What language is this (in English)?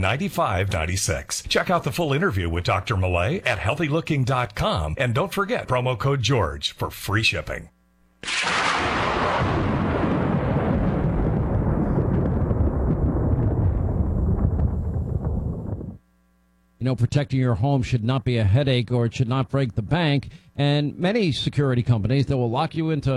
English